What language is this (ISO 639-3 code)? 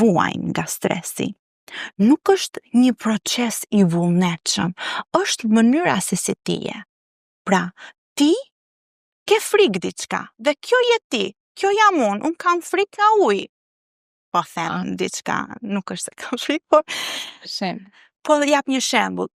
sqi